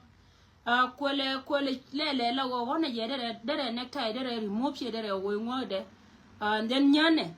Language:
Nuer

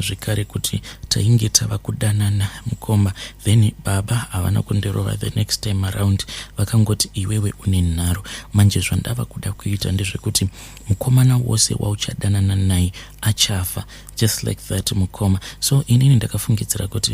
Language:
Shona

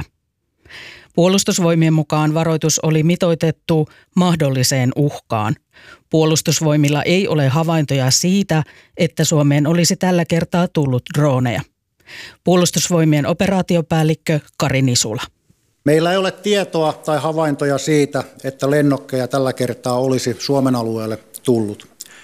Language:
Finnish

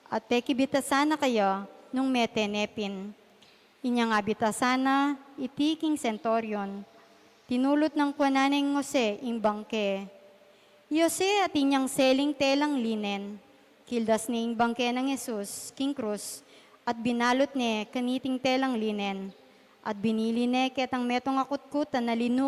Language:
Pampanga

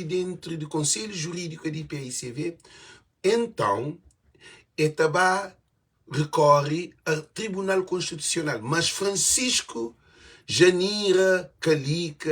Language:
Kabuverdianu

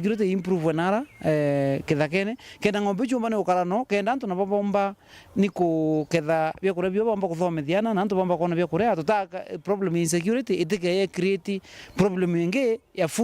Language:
Meru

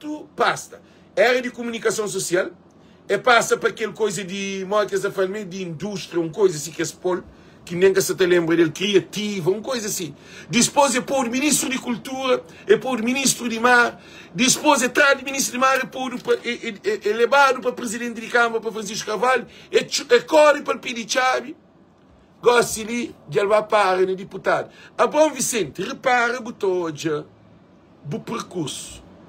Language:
Kabuverdianu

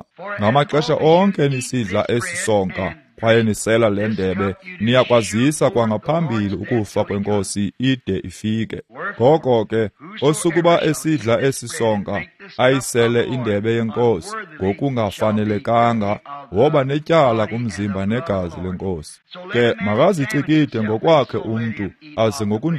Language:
Xhosa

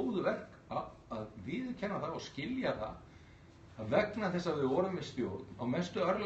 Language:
Icelandic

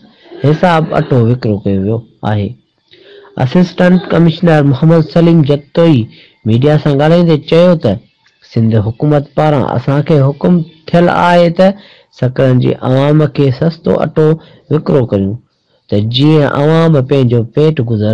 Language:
Sindhi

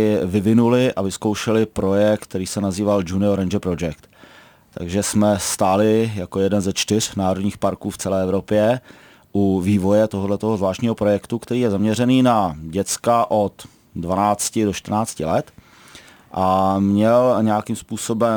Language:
Czech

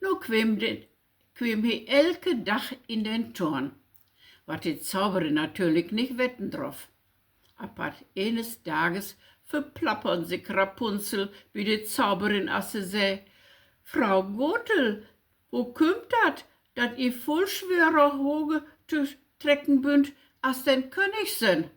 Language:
Low German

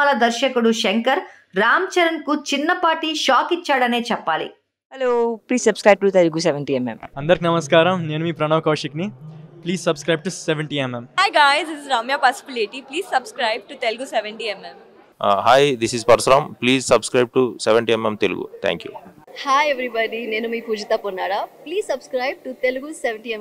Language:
Telugu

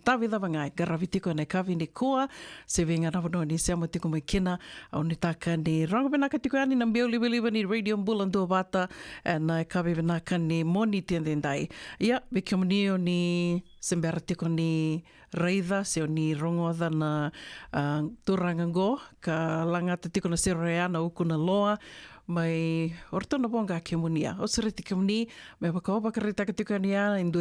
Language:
Fijian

